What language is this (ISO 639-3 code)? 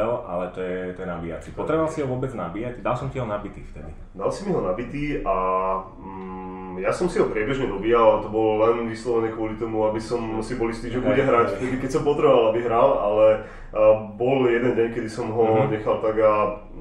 slk